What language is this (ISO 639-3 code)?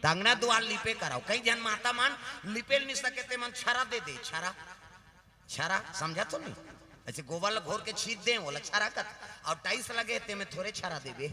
hne